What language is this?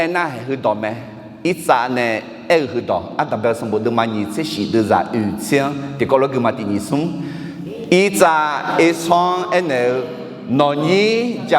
Akha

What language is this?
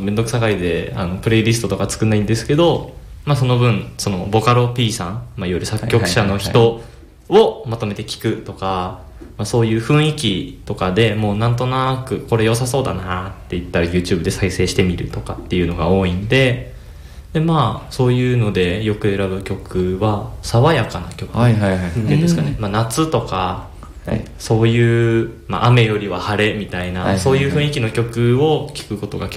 Japanese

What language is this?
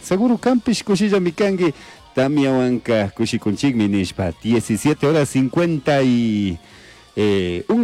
Chimborazo Highland Quichua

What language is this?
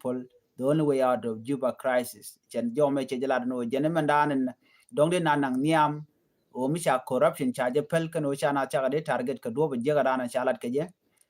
Nuer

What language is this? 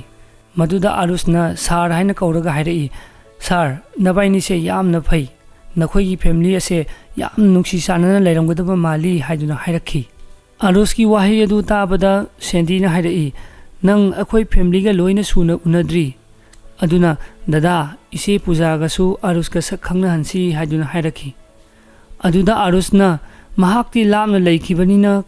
Manipuri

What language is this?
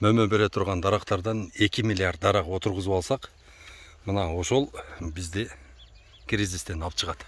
Kyrgyz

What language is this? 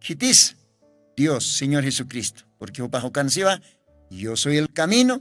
Aymara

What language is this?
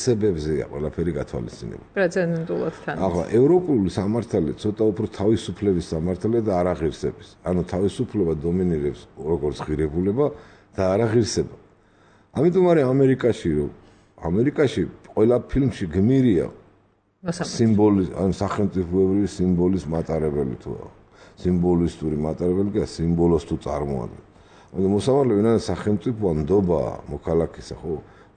Georgian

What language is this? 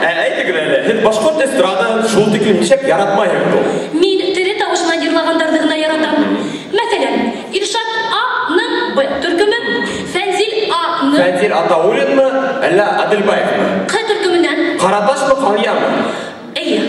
Bashkir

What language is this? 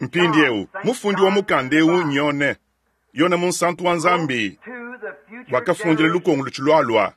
Luba-Lulua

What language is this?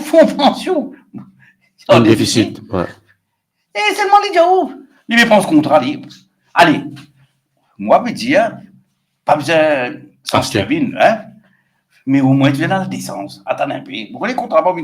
Morisyen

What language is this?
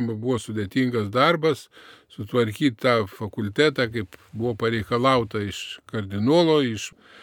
Lithuanian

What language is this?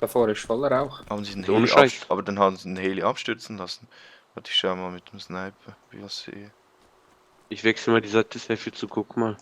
Swiss German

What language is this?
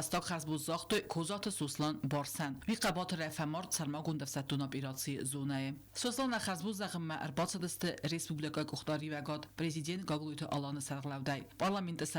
Ossetic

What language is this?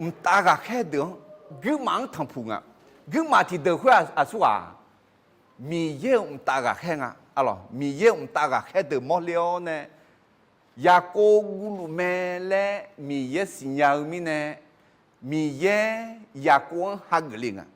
Akha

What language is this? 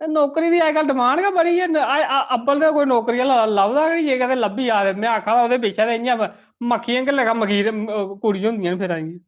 Dogri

